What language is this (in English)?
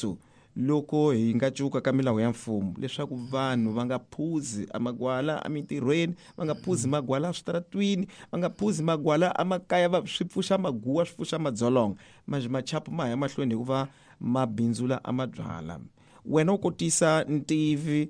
Tsonga